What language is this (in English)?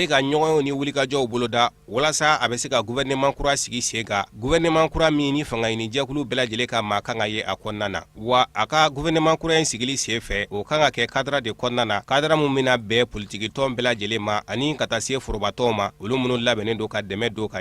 Bambara